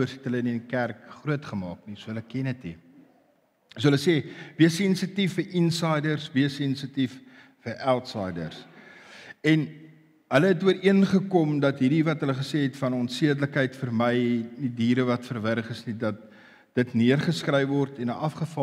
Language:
Afrikaans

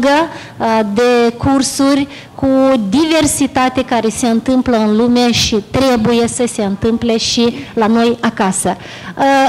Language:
Romanian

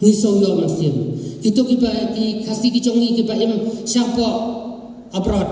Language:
Khasi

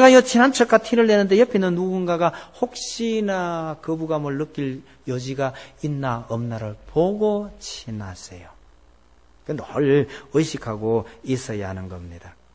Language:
Korean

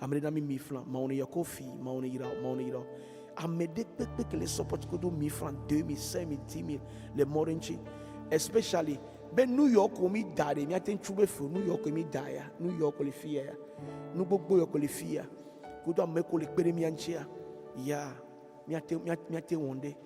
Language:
Ewe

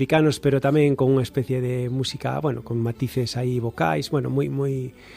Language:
Galician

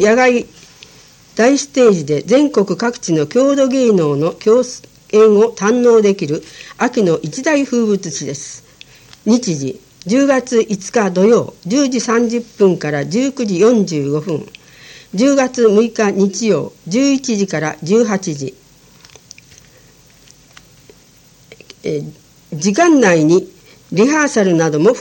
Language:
Japanese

